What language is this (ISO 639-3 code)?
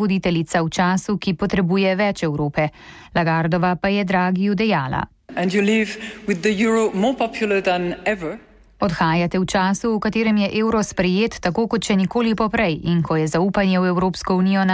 slv